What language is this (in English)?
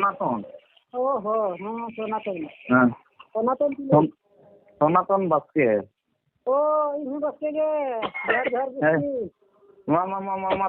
Santali